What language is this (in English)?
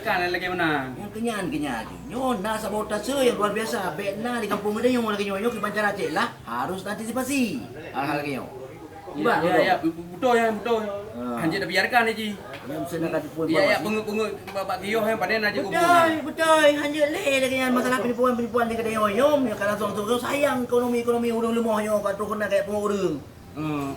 Achinese